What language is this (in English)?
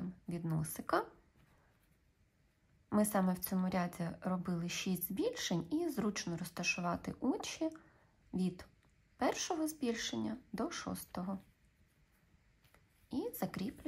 Ukrainian